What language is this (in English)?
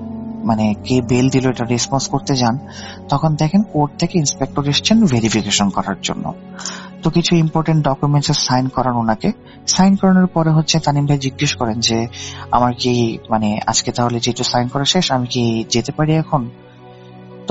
Bangla